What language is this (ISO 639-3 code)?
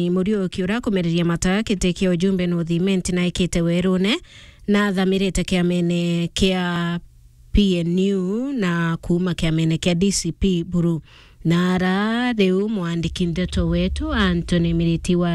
mer